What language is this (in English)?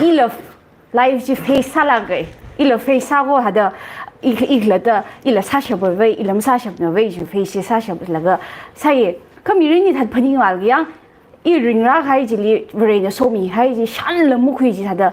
Tangkhul Naga (India)